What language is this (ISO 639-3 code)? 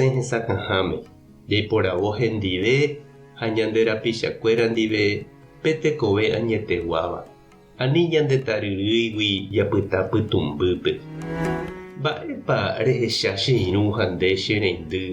grn